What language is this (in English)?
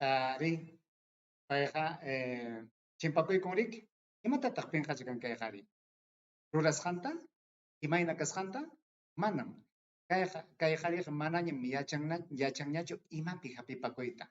Ayacucho Quechua